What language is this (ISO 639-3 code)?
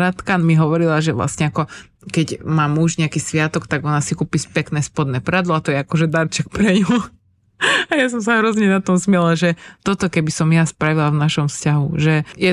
slk